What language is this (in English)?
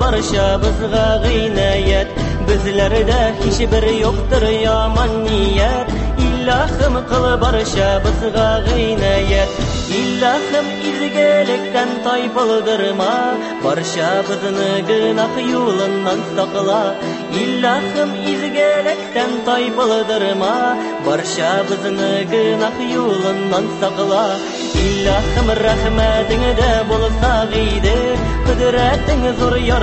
Tatar